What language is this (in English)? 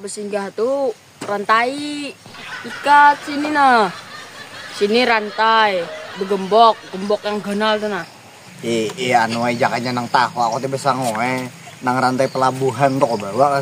Banjar